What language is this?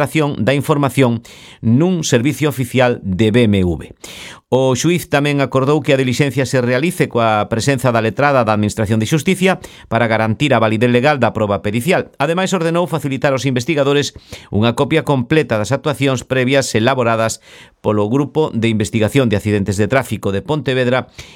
Galician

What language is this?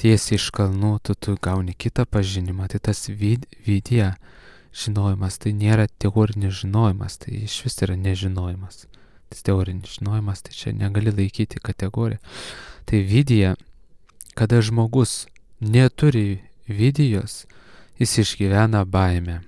Lithuanian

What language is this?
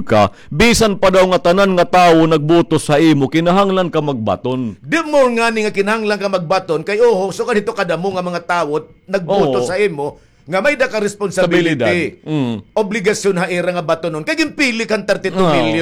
Waray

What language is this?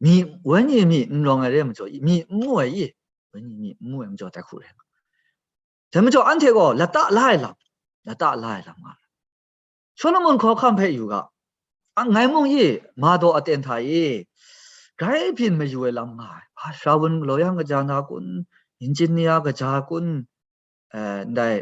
Kachin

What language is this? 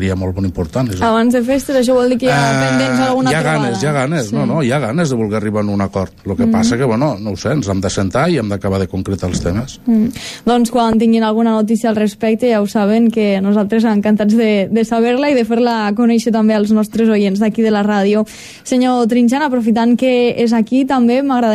Catalan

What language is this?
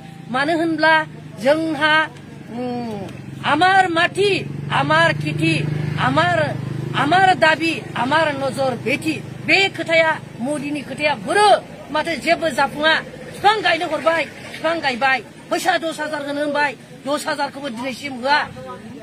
Bodo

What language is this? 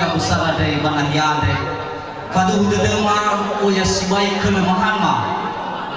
Nias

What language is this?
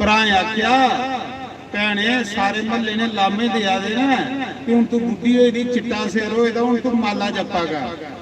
Dogri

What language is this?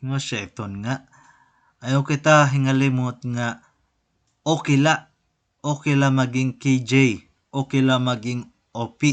Waray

